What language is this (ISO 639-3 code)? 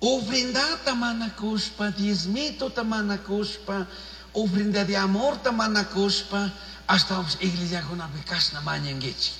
qug